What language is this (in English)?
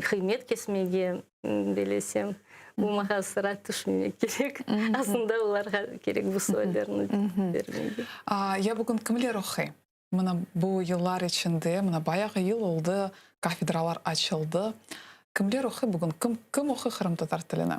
Crimean Tatar